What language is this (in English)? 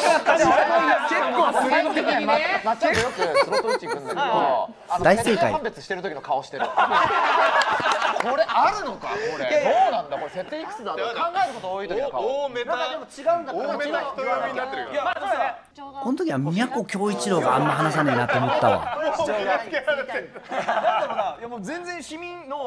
Japanese